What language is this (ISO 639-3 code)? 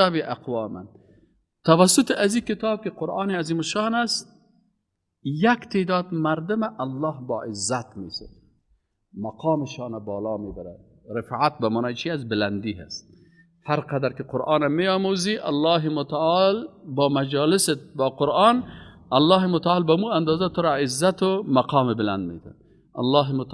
fas